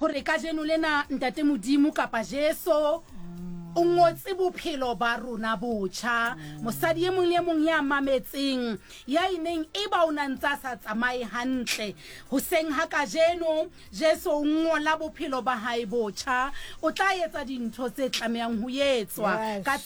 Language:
Southern Sotho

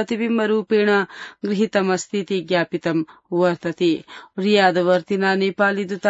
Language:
Sanskrit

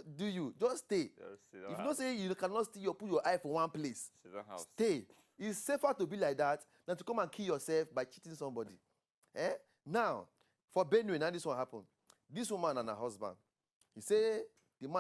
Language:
Nigerian Pidgin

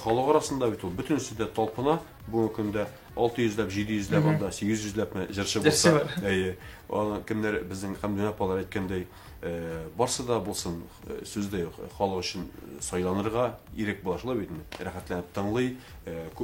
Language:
Tatar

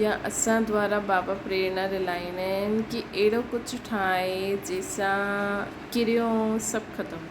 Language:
Sindhi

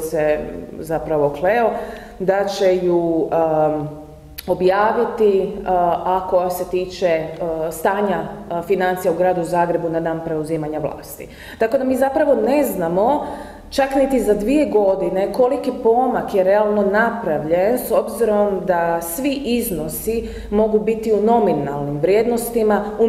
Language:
Croatian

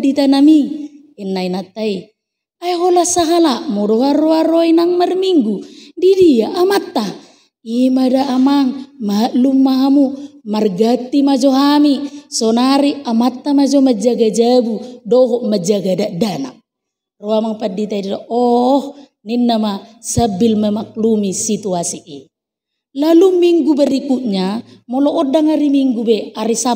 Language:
Batak Toba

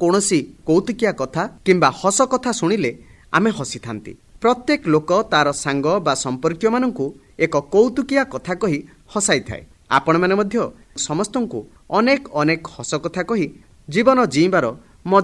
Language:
Odia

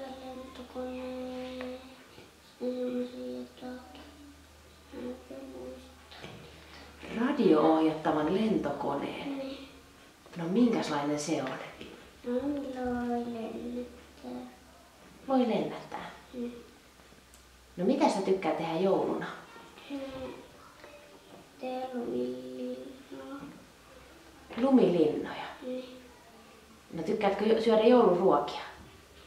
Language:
Finnish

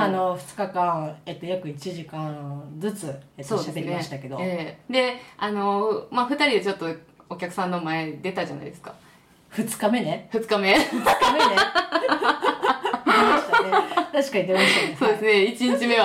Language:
Japanese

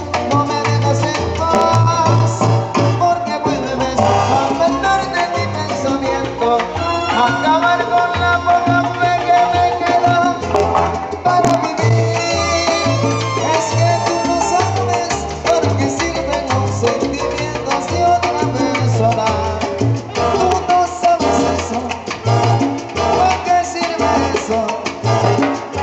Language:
Spanish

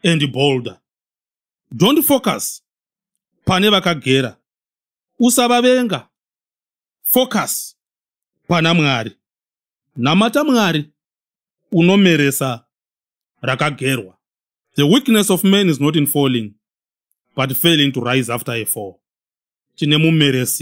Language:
Shona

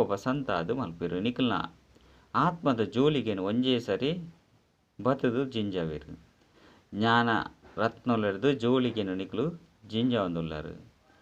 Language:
Tulu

